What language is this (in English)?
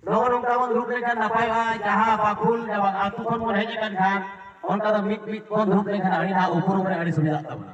Santali